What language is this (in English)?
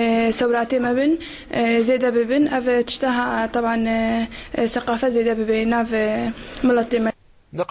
Kurdish